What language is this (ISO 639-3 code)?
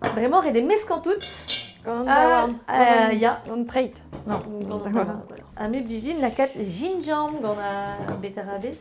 bre